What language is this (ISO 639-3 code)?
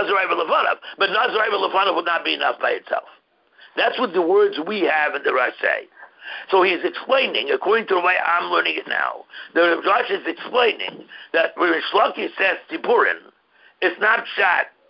eng